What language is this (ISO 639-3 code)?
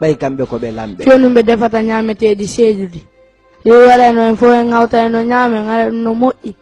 ful